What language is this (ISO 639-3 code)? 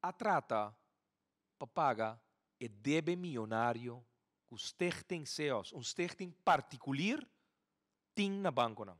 pap